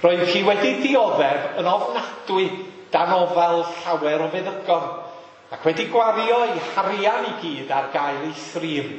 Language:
Welsh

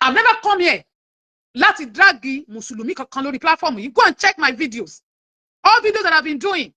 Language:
Yoruba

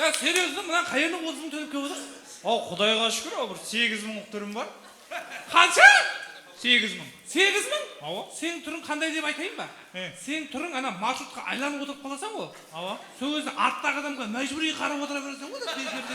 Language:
Kara-Kalpak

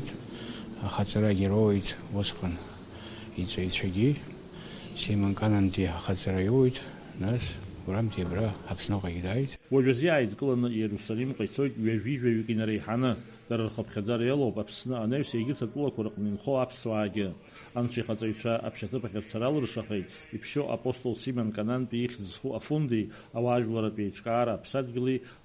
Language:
Abkhazian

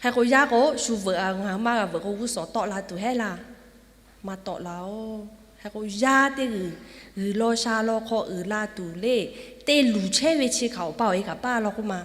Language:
Lahu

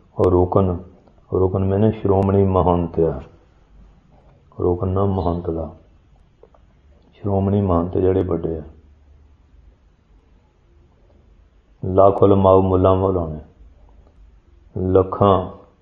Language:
Punjabi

